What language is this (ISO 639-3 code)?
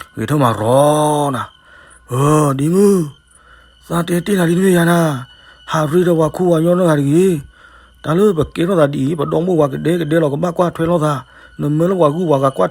ksw